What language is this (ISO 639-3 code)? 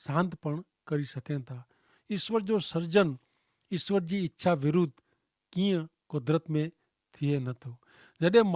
kfr